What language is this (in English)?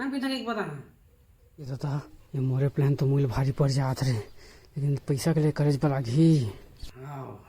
Chhattisgarhi